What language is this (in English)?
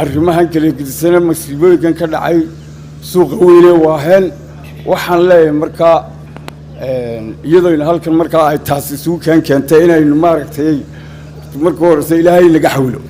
Somali